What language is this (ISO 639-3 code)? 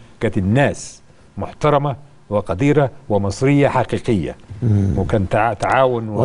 arz